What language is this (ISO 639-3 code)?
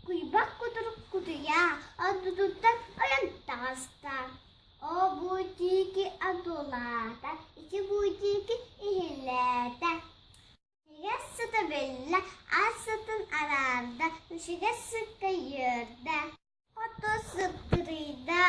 sah